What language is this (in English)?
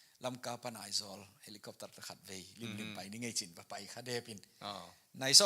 Tedim Chin